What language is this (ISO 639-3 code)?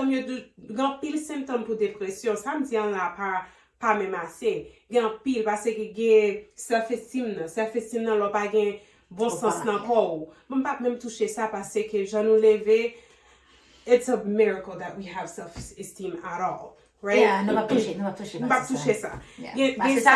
hat